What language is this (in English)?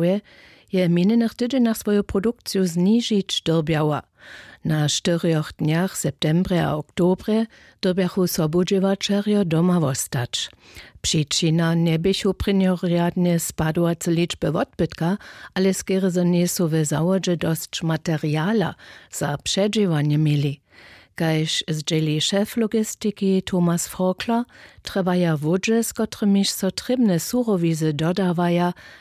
Upper Sorbian